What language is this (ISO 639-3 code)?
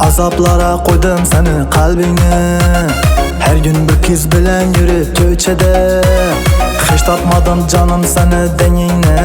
kaa